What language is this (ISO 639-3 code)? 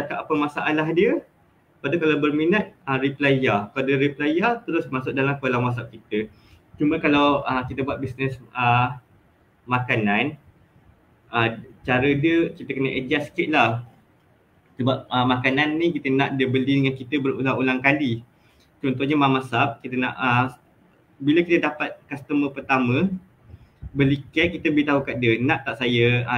msa